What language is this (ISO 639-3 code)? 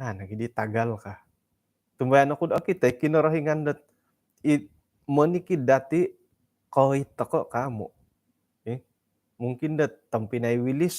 dtp